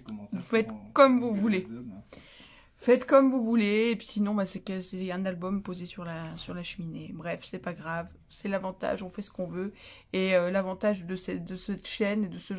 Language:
French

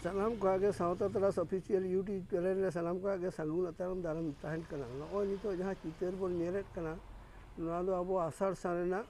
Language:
Santali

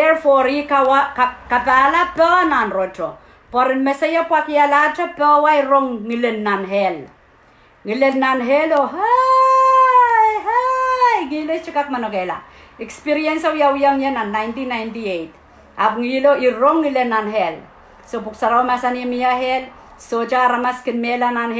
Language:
Pohnpeian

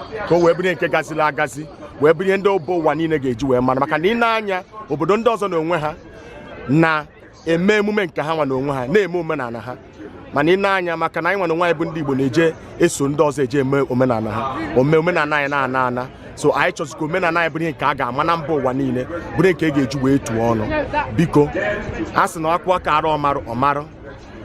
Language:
Igbo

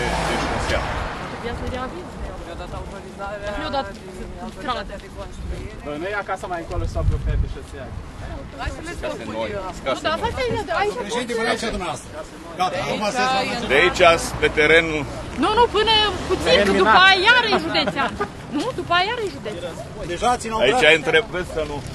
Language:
Romanian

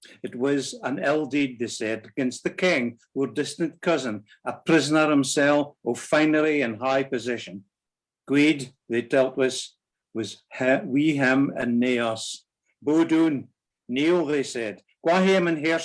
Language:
Scots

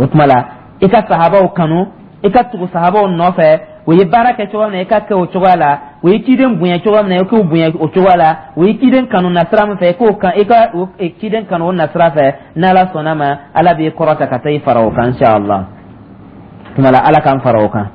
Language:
Dyula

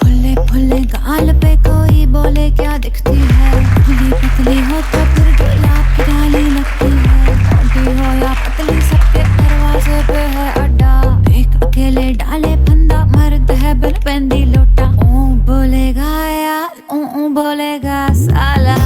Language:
Konkani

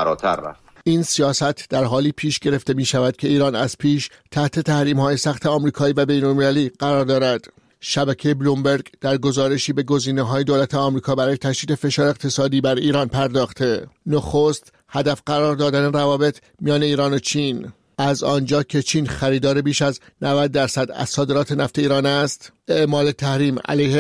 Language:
Persian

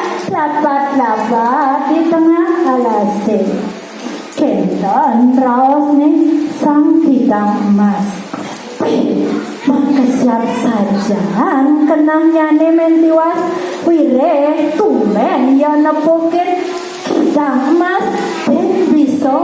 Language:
Balinese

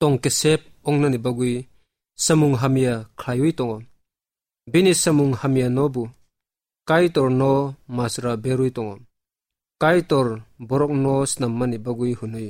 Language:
Kok Borok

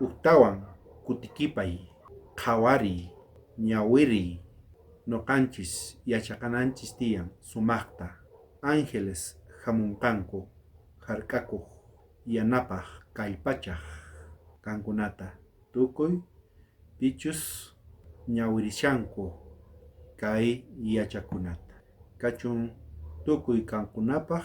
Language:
South Bolivian Quechua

